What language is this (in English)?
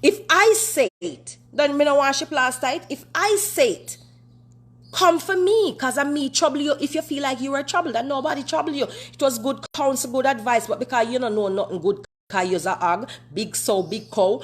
Jamaican Creole English